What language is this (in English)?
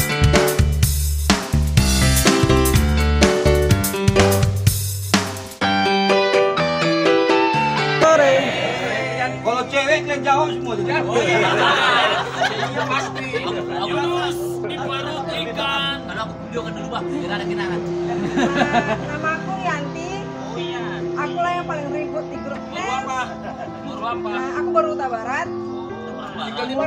Indonesian